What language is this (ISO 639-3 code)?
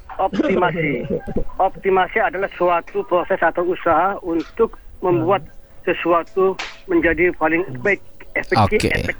ind